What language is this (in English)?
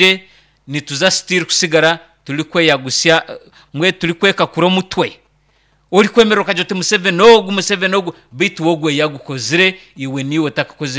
Nyankole